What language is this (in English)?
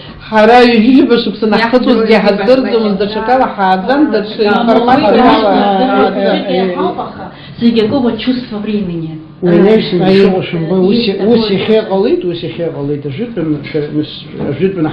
Abkhazian